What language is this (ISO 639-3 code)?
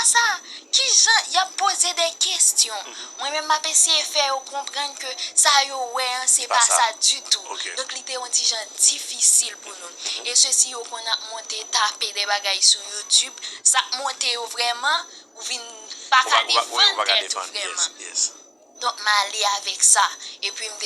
hat